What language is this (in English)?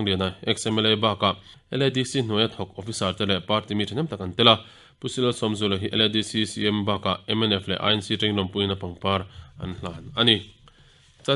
Mizo